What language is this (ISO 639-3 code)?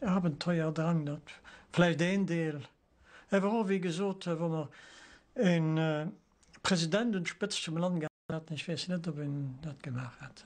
ltz